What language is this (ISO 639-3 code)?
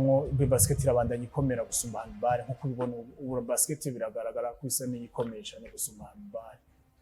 run